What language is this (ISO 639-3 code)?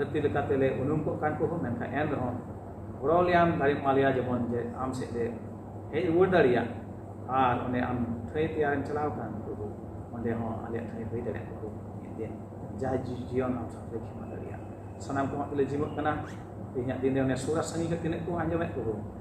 sat